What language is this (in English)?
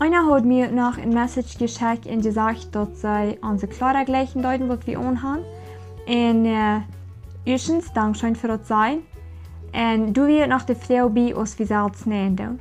Plautdietsch